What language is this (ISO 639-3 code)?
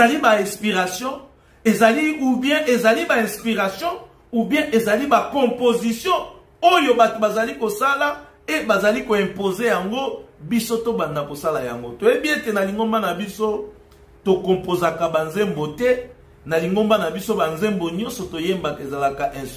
lin